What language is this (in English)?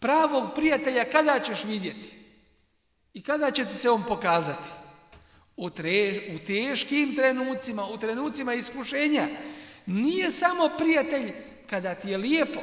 Bosnian